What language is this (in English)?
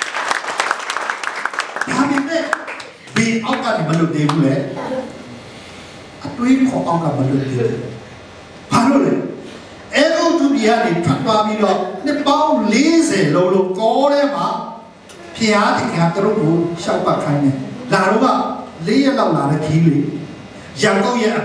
Burmese